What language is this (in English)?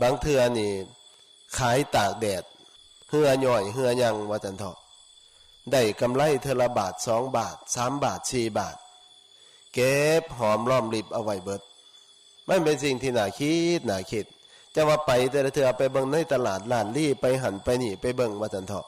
Northeastern Thai